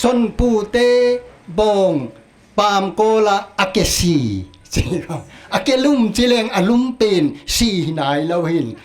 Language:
Paite Chin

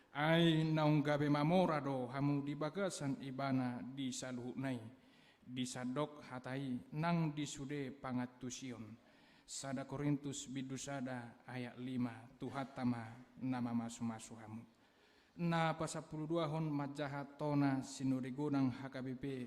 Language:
Batak Toba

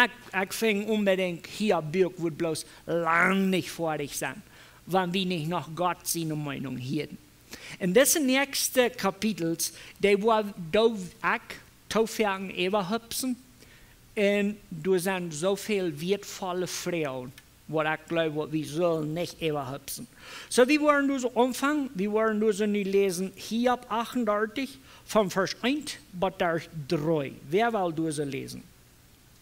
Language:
Plautdietsch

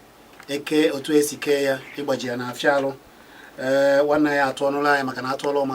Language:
Igbo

